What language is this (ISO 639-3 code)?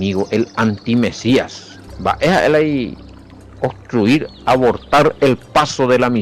grn